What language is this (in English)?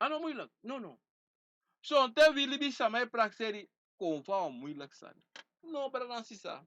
Sranan Tongo